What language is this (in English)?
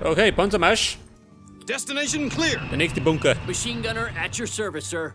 Bavarian